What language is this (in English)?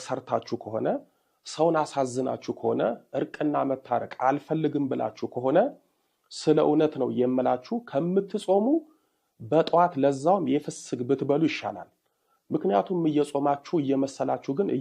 Amharic